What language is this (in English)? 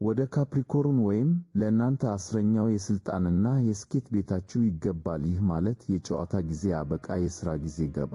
Amharic